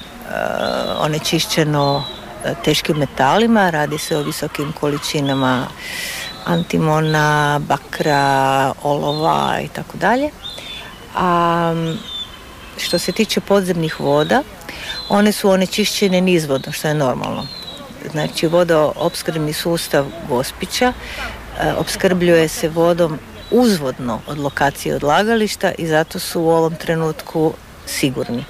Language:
Croatian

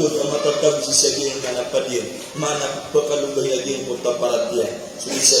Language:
Maranao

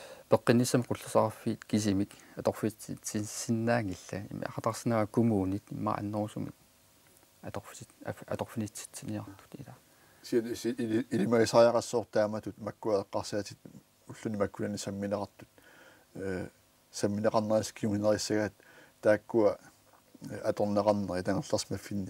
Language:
Kalaallisut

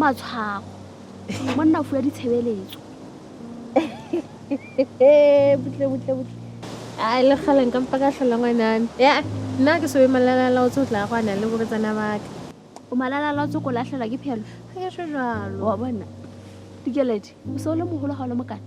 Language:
Southern Sotho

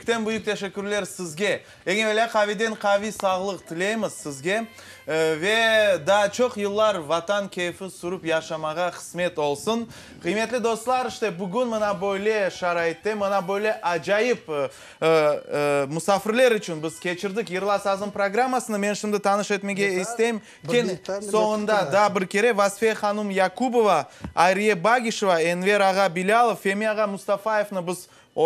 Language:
Crimean Tatar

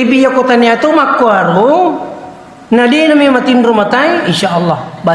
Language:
Buginese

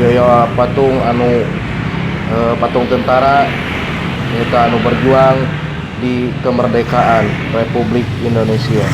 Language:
Sundanese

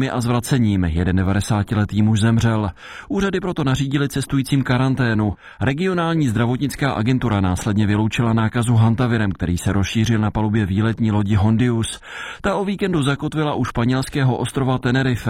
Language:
Czech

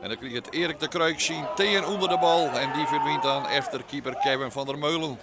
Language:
Western Frisian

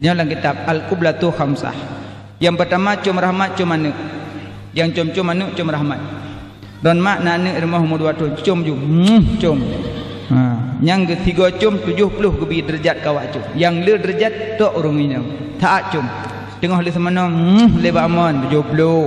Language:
Achinese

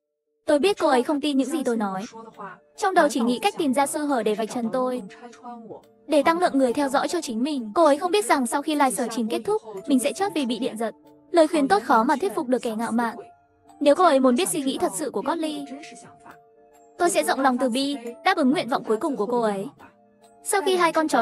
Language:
Vietnamese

